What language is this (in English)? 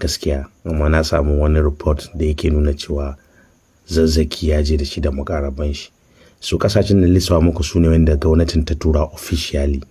Hausa